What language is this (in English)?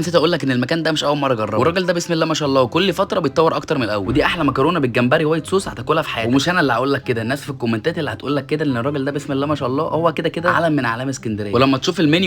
Egyptian Arabic